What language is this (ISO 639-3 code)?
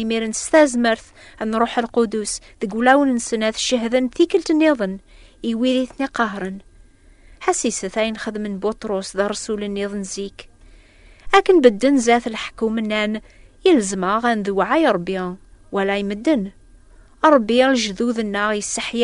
kab